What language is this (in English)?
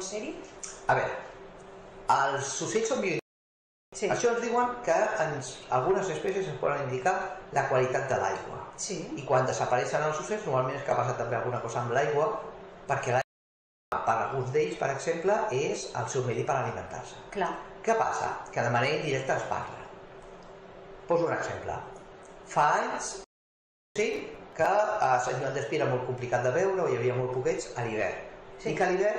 Catalan